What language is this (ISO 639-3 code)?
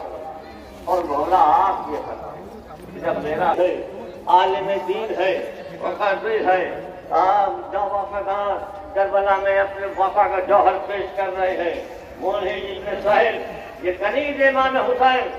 urd